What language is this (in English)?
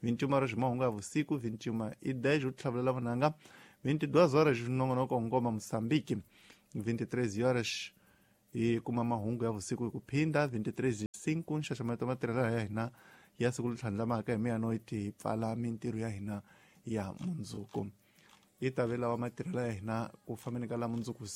Tsonga